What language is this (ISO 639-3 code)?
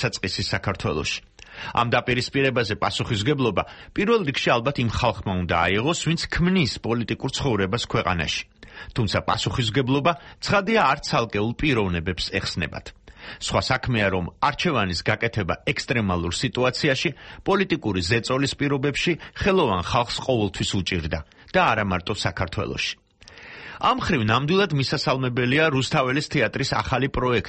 kat